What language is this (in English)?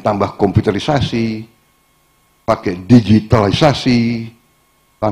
Indonesian